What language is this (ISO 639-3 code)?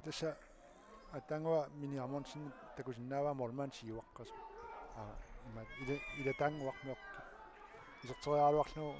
kal